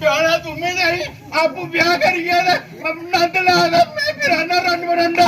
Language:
Dogri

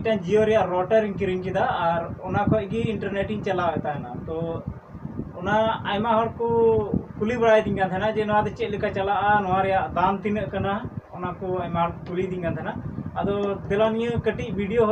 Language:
Santali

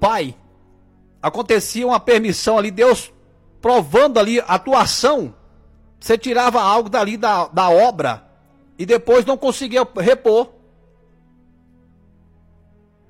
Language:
Portuguese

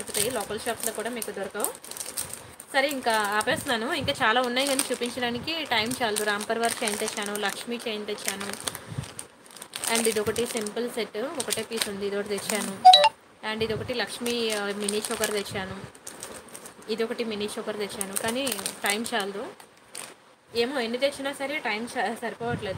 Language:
Telugu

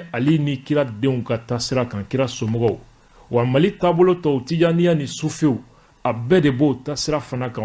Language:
Bambara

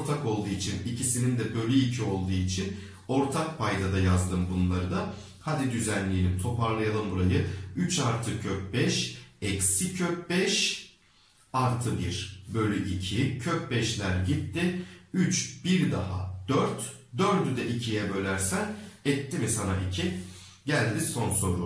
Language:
Turkish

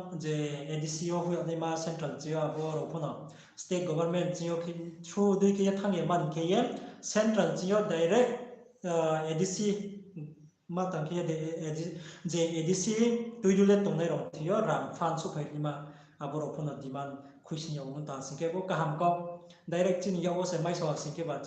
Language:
Riang (India)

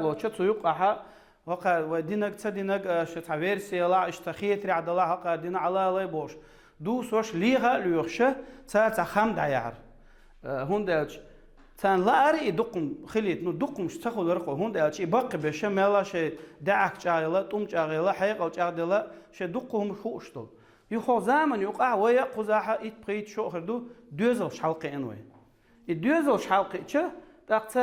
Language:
Chechen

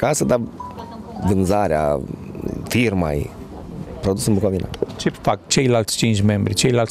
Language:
Romanian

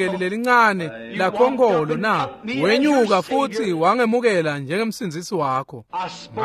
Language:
Swati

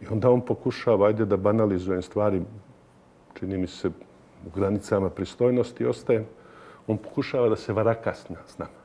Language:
Serbian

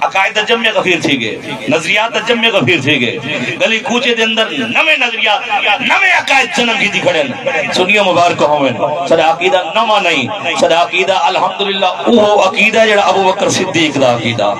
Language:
Saraiki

